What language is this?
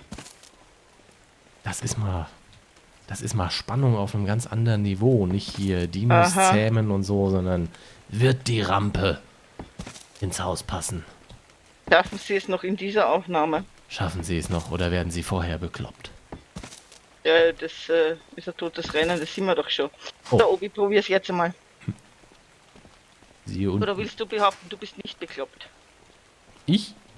German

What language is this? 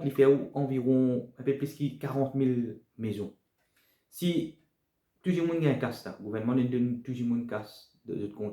Morisyen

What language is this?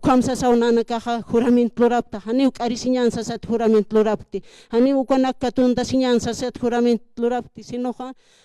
Aymara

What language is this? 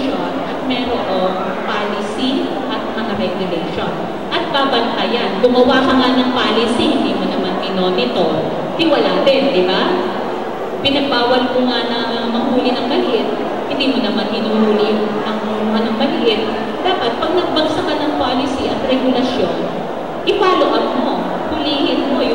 Filipino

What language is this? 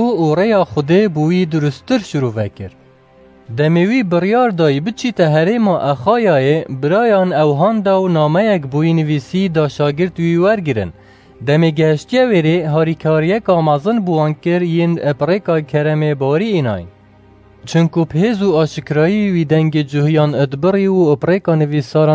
Kurdish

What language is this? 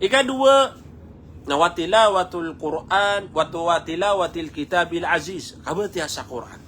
Maranao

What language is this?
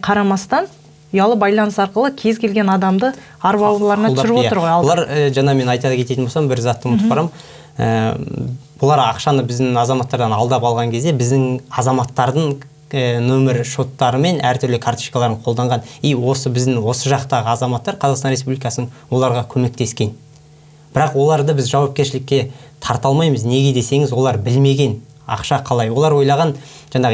Kazakh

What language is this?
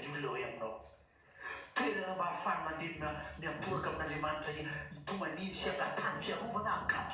Malagasy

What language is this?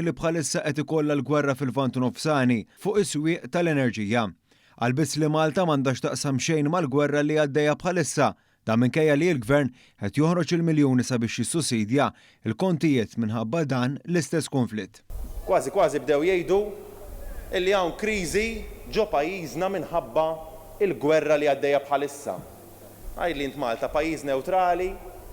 Maltese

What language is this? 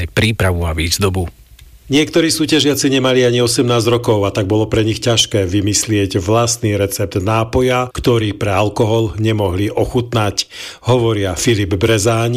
Slovak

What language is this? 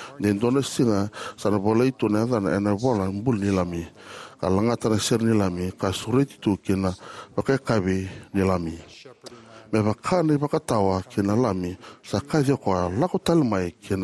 Fijian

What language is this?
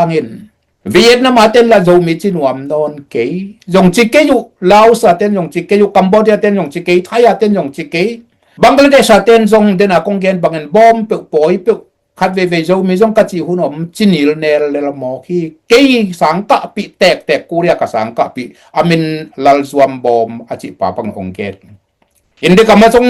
Tedim Chin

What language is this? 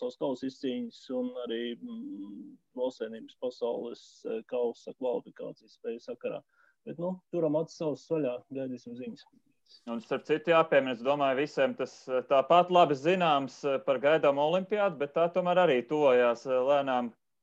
Latvian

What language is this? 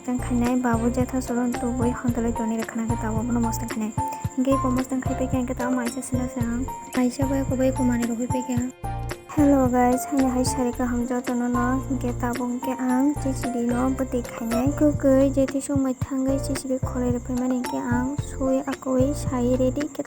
Kok Borok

